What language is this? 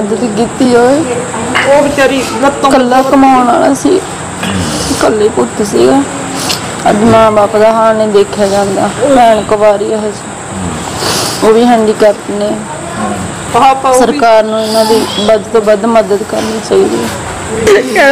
Punjabi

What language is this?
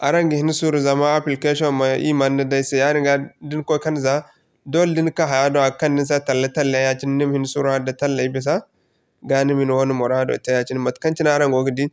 Zarma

